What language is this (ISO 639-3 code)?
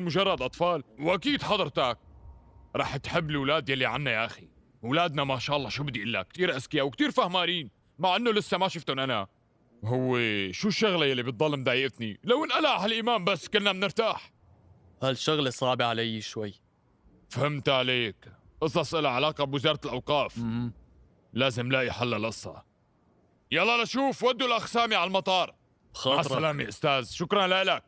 apc